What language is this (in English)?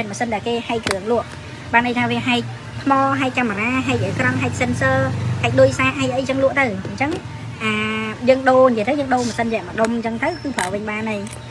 Khmer